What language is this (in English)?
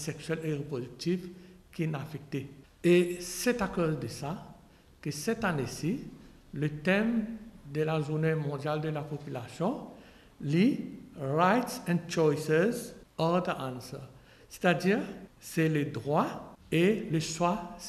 Morisyen